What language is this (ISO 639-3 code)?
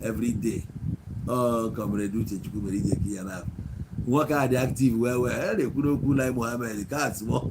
ibo